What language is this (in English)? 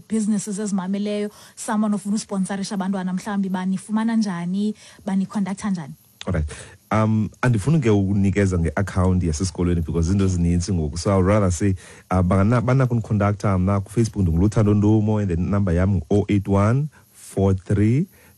Xhosa